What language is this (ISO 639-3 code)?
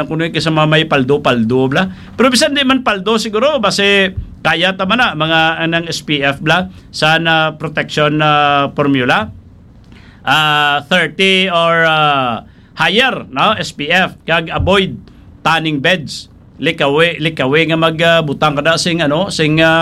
hil